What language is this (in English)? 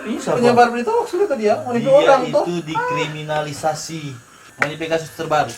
Manado Malay